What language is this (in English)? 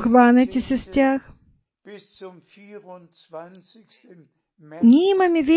Bulgarian